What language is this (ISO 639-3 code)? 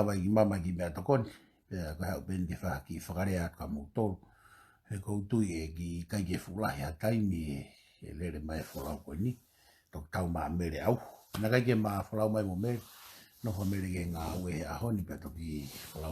ton